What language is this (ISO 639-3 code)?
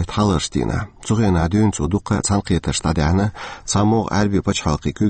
che